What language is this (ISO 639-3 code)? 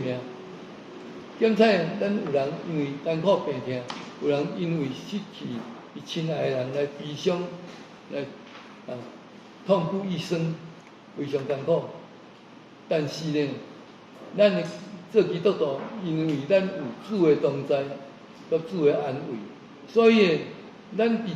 nan